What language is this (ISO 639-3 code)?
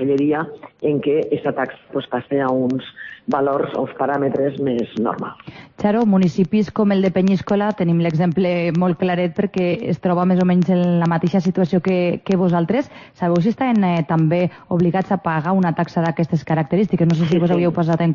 cat